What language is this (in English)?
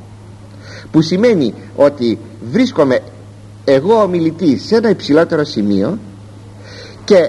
Greek